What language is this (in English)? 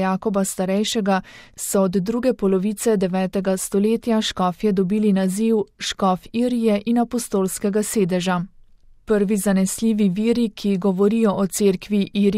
Slovenian